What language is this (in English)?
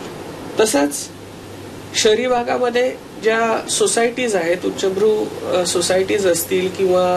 Marathi